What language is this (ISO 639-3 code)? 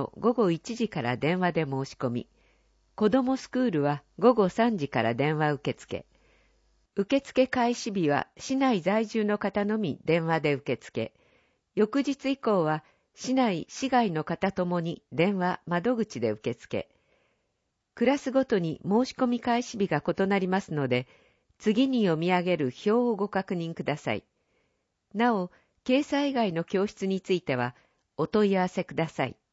jpn